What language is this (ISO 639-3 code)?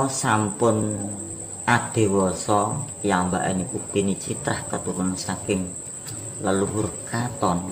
jav